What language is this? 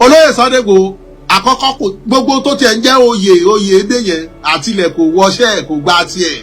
Yoruba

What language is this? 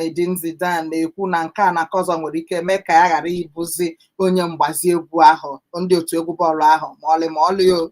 Igbo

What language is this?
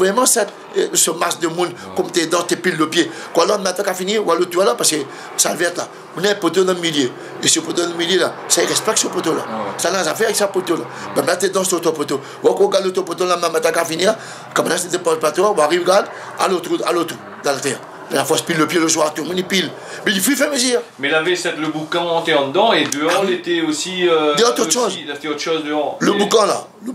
Réunion Creole French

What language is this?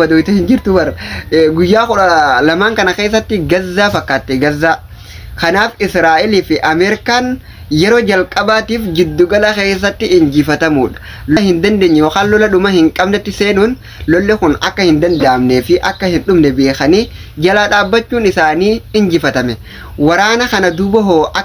Oromo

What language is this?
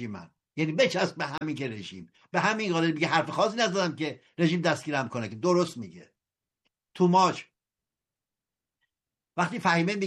Persian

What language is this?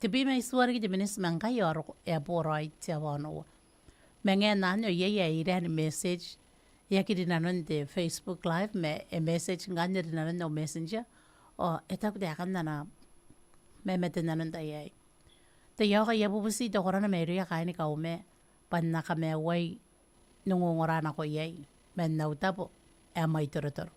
Gilbertese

